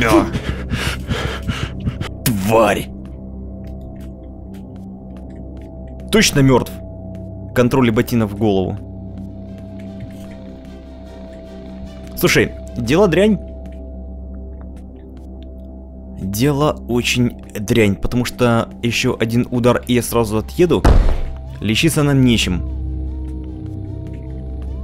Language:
Russian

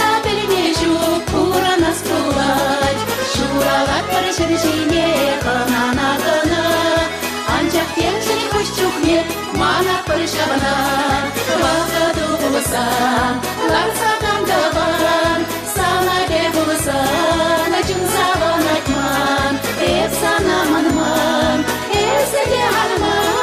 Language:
Chuvash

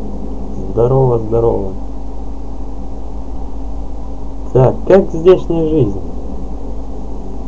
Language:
Russian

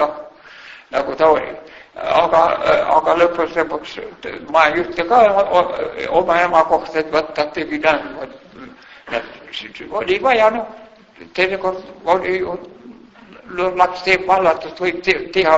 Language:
Estonian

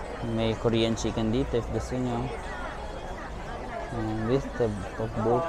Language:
Filipino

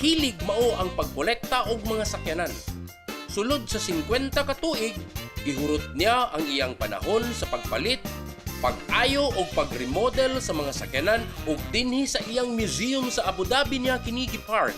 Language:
Cebuano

